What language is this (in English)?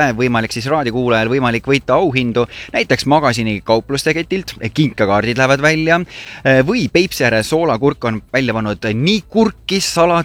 Estonian